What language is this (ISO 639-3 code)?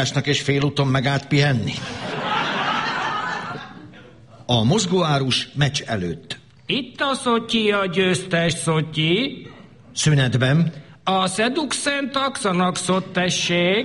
hun